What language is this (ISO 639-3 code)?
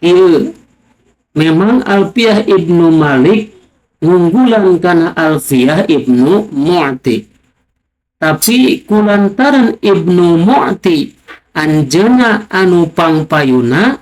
sun